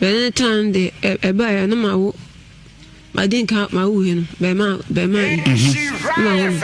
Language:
Akan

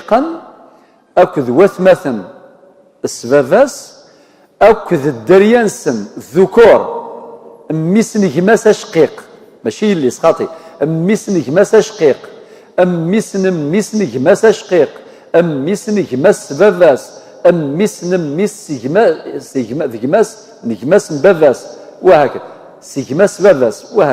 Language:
Kabyle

